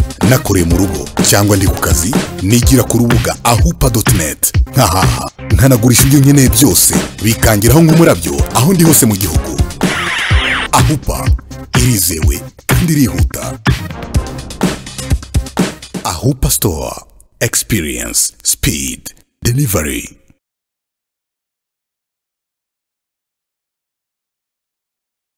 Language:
Kinyarwanda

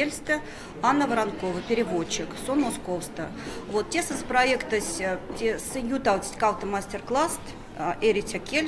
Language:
Erzya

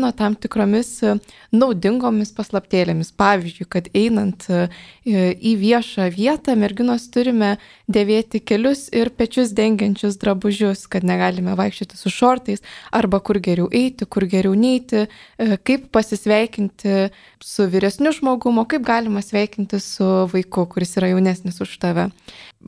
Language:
Lithuanian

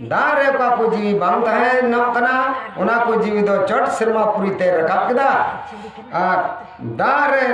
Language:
Santali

